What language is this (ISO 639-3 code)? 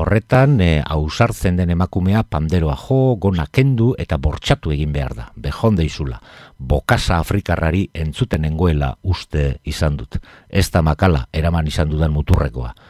eus